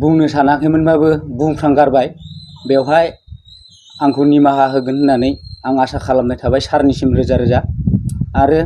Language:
Bodo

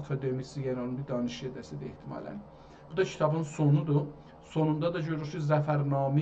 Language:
South Azerbaijani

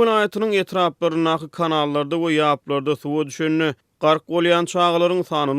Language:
Turkmen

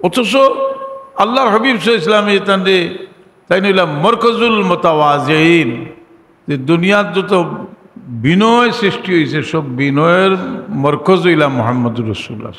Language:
Sylheti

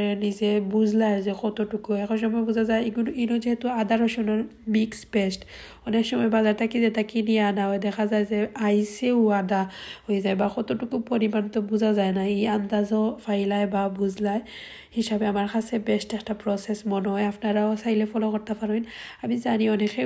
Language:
Sylheti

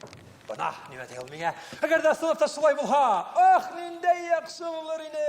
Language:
Bashkir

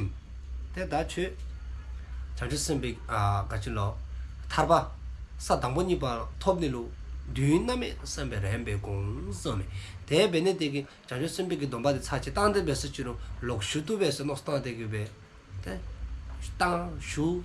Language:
Dzongkha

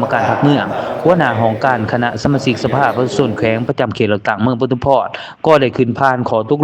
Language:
Lao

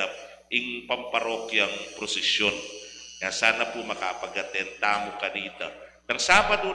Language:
Pampanga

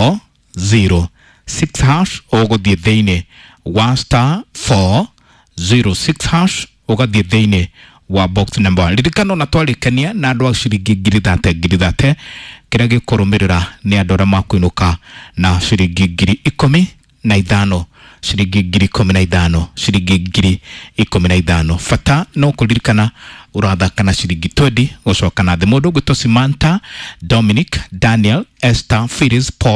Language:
Kikuyu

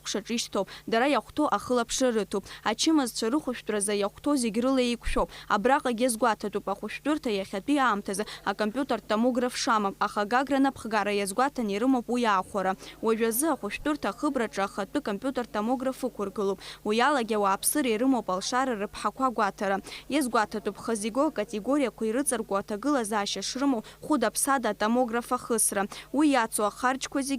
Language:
Abkhazian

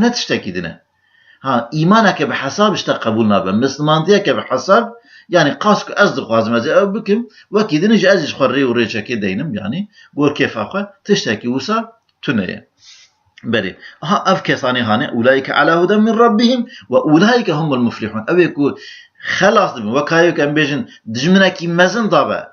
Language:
Kurdish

